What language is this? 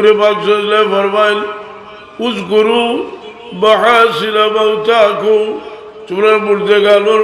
Sylheti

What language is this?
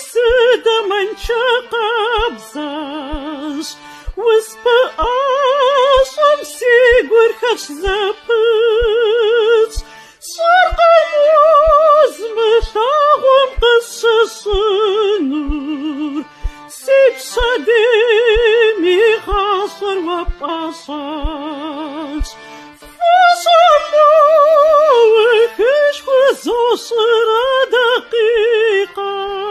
Kabardian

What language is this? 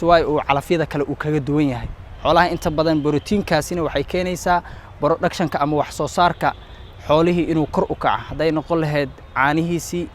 Somali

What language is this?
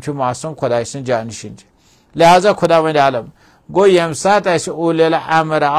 Kashmiri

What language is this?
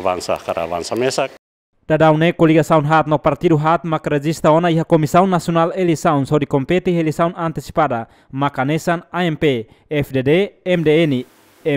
Tetum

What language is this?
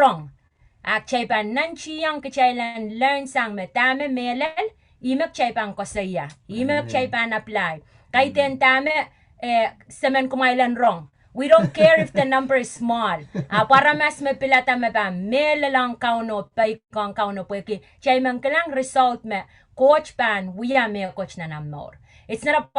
Pohnpeian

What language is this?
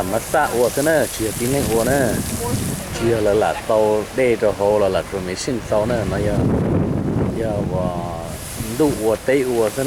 Hmong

